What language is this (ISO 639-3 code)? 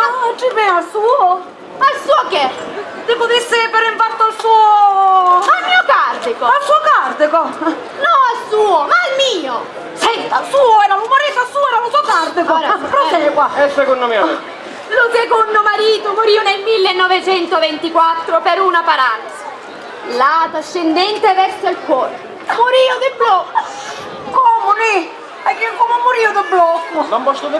scn